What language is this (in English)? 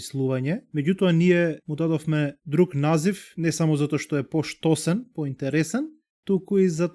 Macedonian